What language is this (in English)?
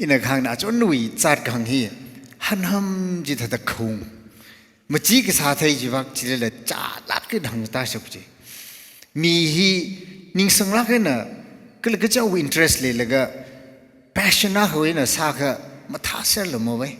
Tangkhul Naga (India)